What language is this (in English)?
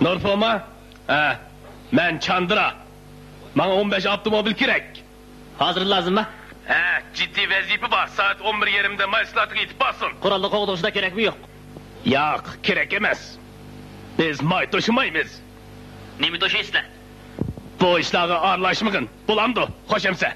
Uyghur